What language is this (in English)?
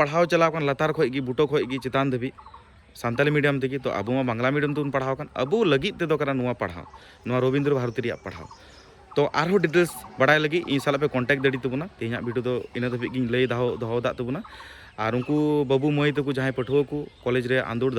Santali